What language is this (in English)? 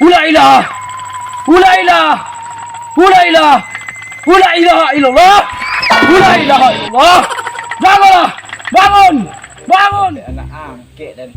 Minangkabau